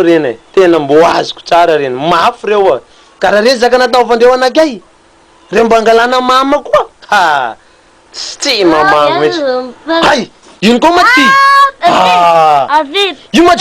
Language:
Malagasy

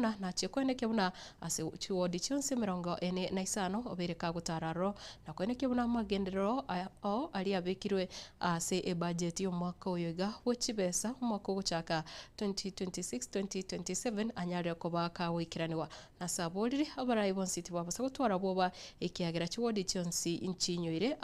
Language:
Gusii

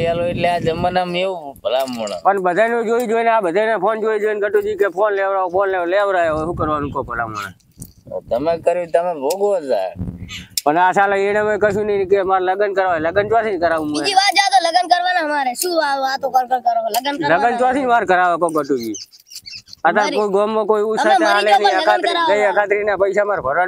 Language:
Gujarati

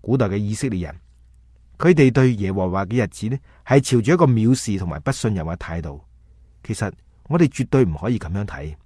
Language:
Cantonese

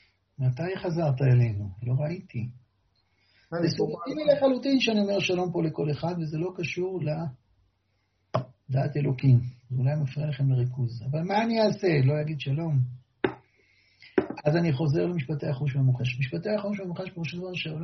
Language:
Hebrew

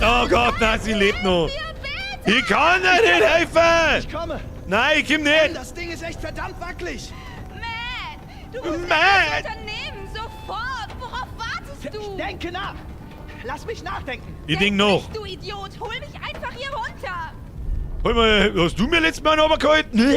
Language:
Bavarian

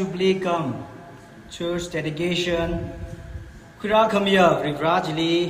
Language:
Tangkhul Naga (India)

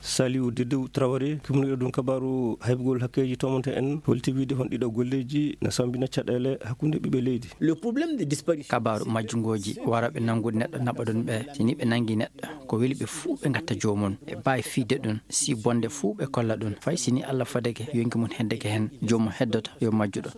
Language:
Maasina Fulfulde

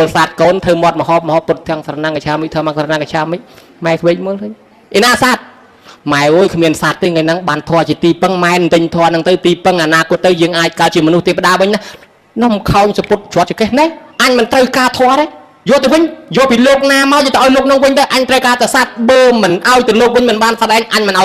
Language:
Khmer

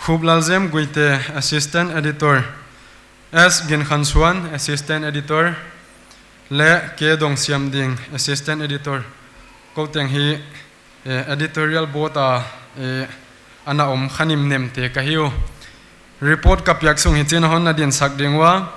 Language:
Paite Chin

